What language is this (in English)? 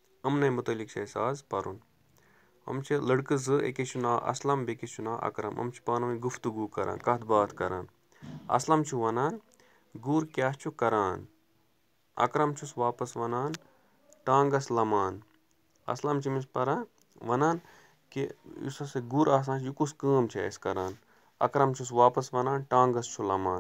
Kashmiri